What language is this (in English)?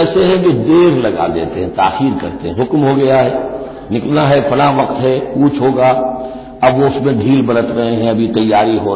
Urdu